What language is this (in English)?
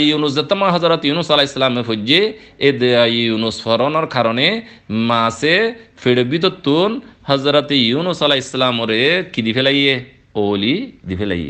Rohingya